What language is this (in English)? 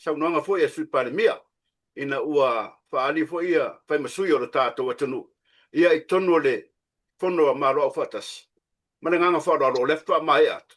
Samoan